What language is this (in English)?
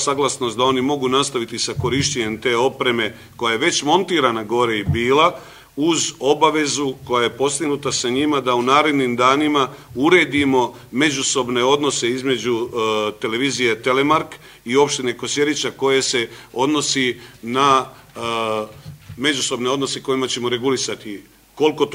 Serbian